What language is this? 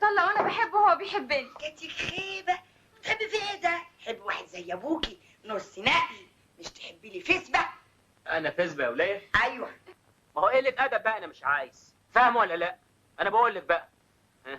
Egyptian Arabic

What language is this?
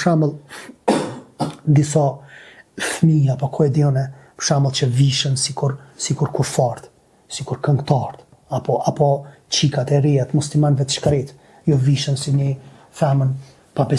Albanian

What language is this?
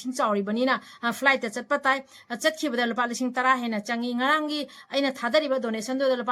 Manipuri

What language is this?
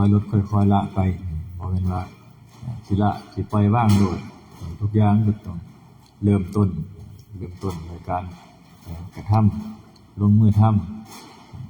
Northeastern Thai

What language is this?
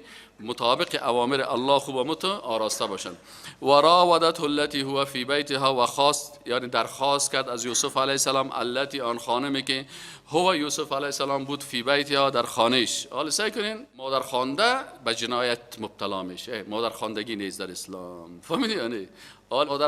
Persian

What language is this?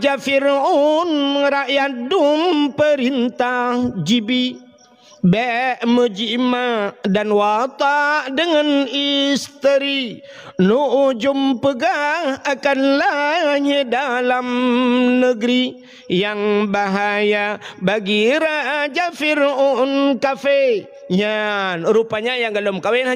Achinese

